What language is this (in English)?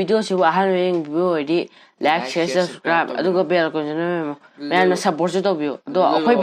Manipuri